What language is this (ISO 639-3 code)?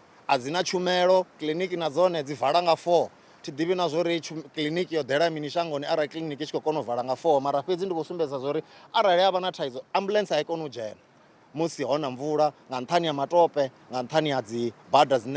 ven